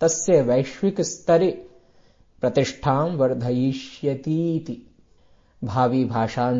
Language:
Sanskrit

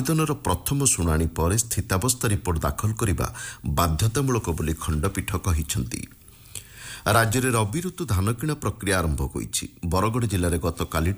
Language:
Odia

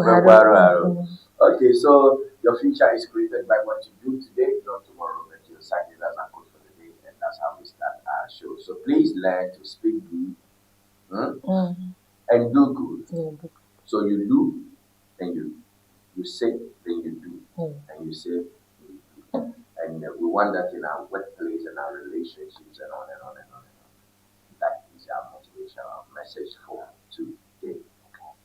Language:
Ewe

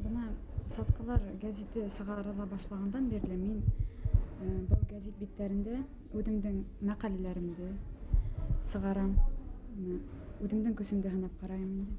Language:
Bashkir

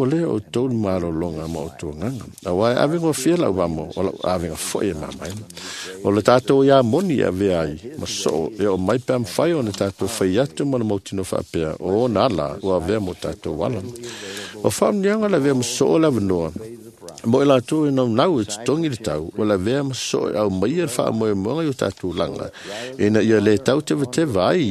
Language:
Samoan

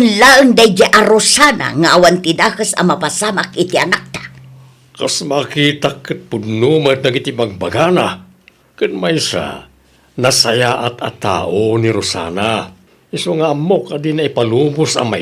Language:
Iloko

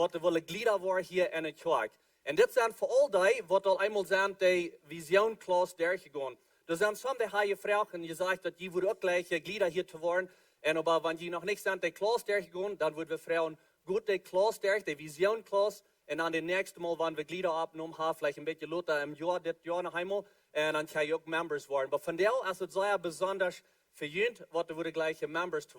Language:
Plautdietsch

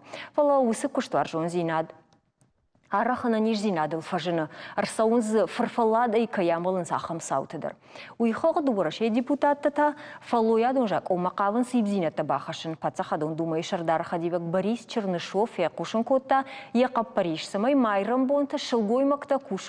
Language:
Ossetic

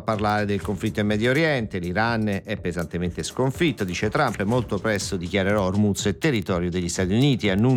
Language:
Italian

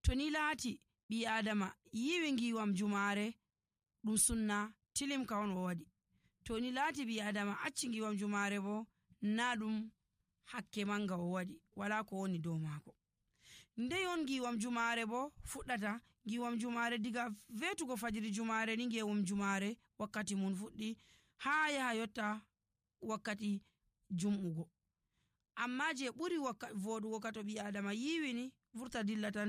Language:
Nigerian Fulfulde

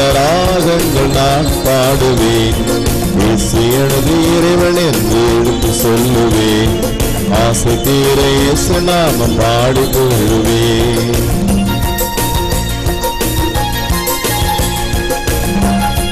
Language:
Tamil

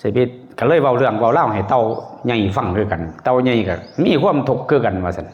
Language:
Northeastern Thai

